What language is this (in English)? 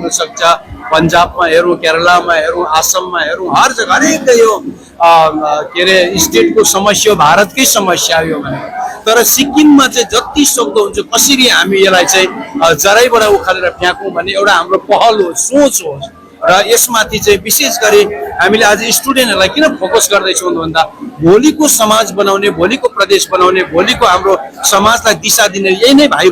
Nepali